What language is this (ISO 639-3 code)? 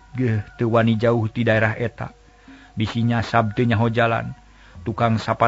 sun